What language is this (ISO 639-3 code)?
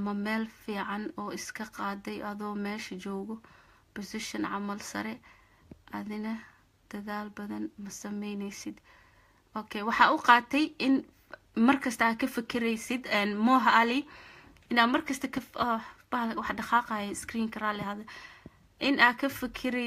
som